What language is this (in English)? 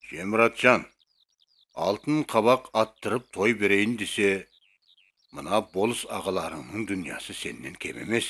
Kara-Kalpak